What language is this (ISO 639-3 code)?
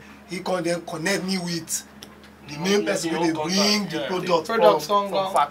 pcm